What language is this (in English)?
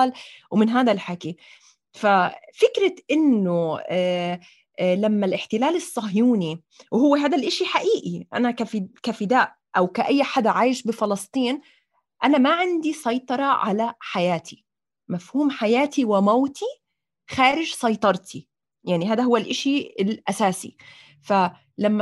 North Levantine Arabic